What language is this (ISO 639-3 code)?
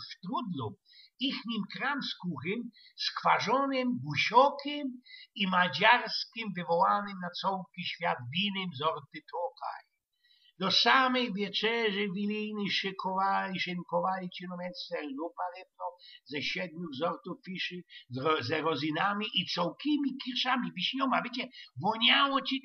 szl